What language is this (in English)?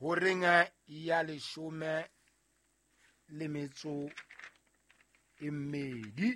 Southern Sotho